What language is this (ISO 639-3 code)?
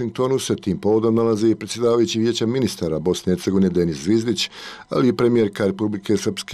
bos